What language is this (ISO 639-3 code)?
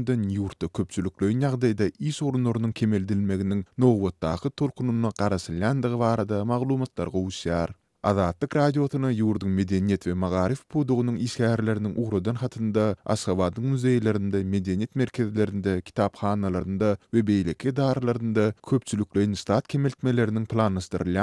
tuk